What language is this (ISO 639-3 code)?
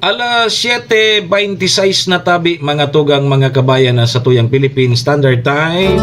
bik